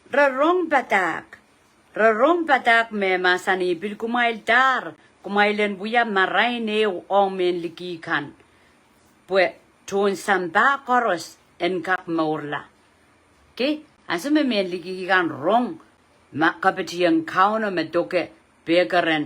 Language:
Pohnpeian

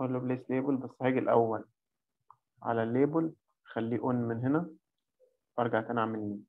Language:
Egyptian Arabic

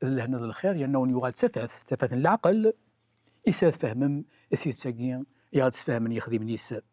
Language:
Kabyle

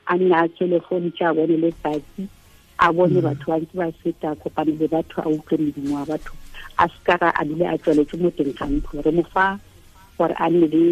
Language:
Tswana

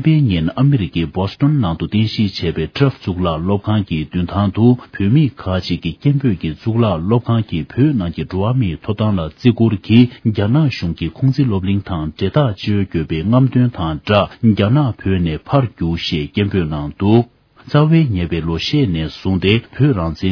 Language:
Tibetan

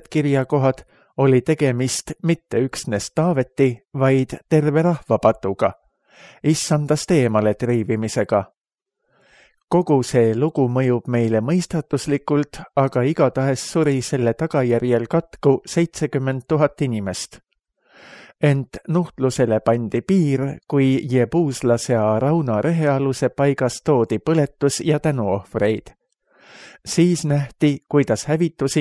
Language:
Estonian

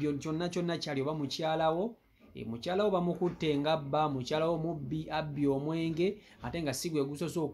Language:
Ganda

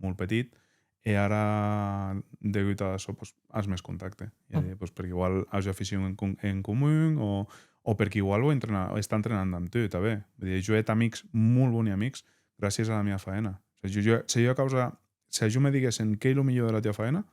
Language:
Occitan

